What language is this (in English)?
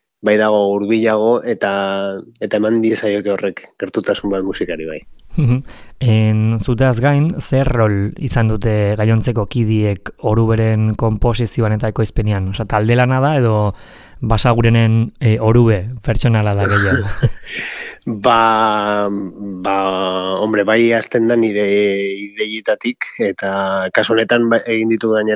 Basque